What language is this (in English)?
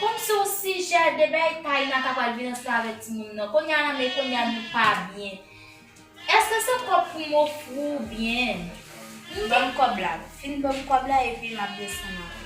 Haitian Creole